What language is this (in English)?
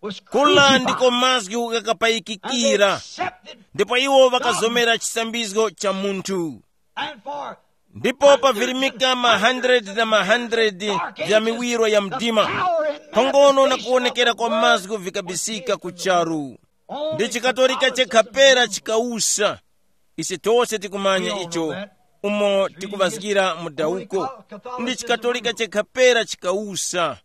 Tumbuka